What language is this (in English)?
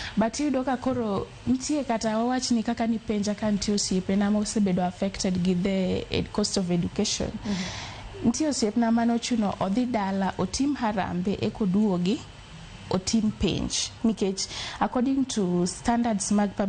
Luo (Kenya and Tanzania)